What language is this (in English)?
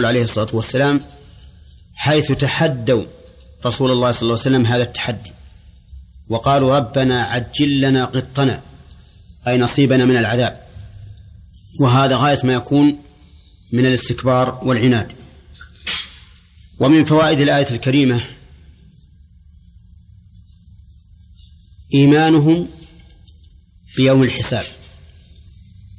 Arabic